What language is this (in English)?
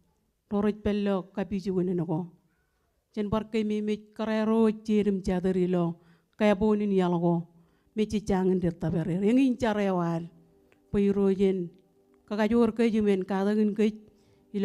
Marshallese